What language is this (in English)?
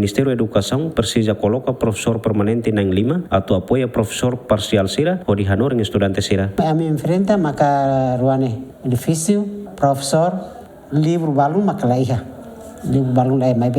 Tetum